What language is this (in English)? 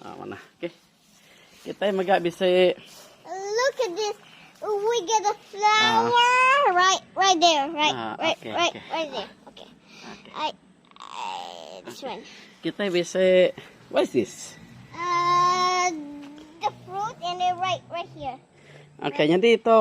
Iban